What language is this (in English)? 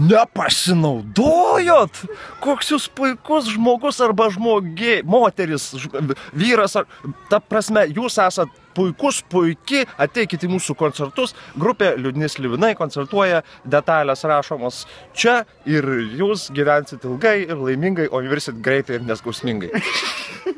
Lithuanian